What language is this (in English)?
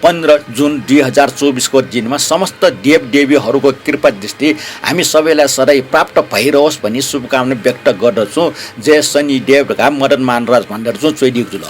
Newari